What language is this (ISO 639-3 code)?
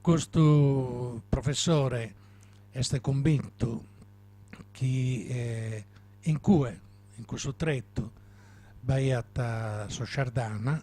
srd